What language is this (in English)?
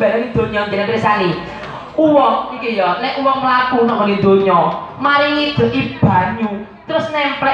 Javanese